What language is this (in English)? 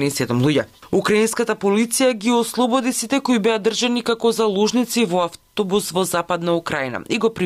Macedonian